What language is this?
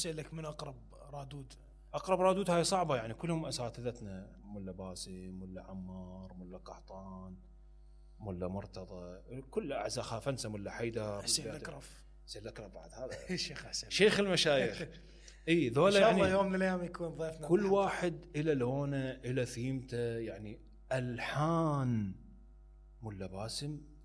Mesopotamian Arabic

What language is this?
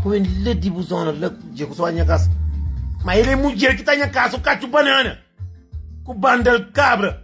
Kabuverdianu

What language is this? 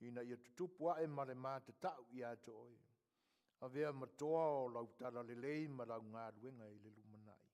Samoan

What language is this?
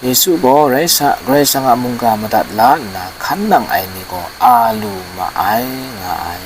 Kachin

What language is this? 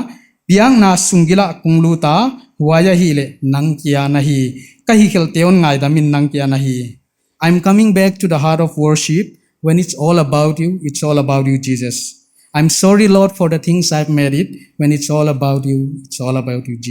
Paite Chin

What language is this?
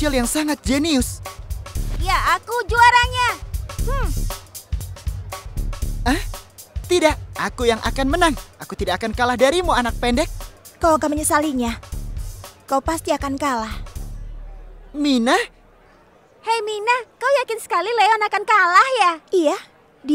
Indonesian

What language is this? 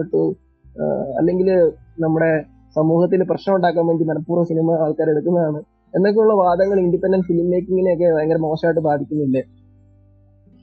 Malayalam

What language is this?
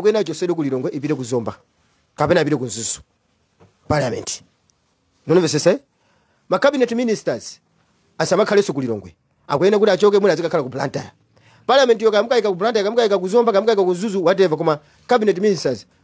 Nyanja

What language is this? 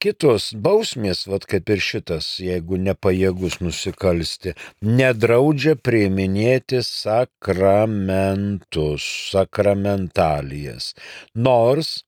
Lithuanian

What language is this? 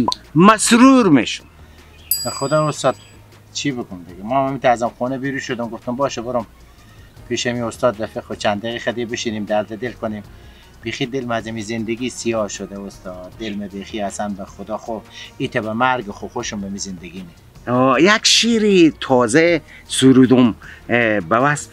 Persian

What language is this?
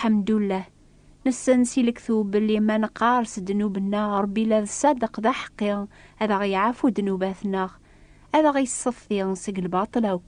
Kabyle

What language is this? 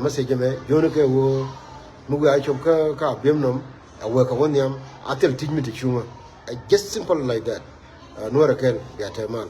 Nuer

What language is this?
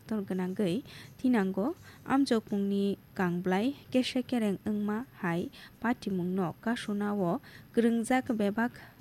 Kok Borok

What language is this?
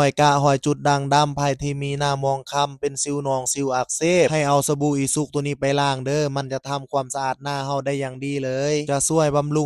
Lao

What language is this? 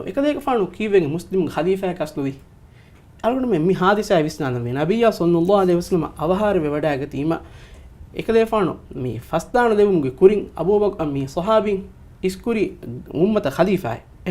Divehi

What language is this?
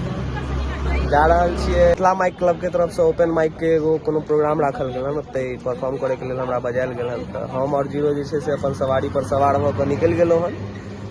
Maithili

